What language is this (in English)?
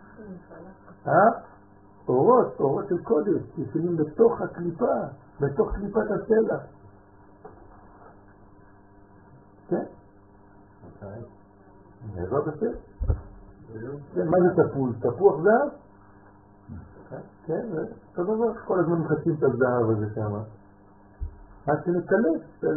Hebrew